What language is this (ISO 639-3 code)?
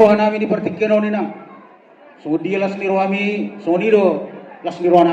bbc